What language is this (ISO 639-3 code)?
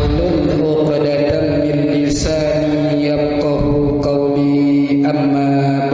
sas